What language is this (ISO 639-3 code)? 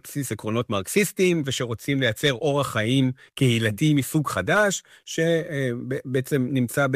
heb